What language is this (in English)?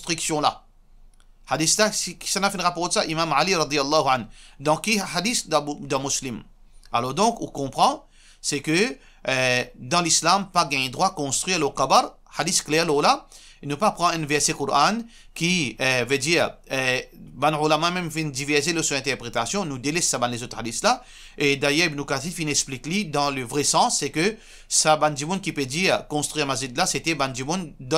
Morisyen